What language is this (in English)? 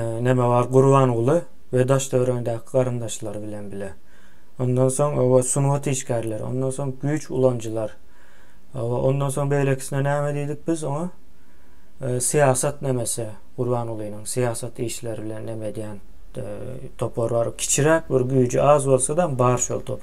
Turkmen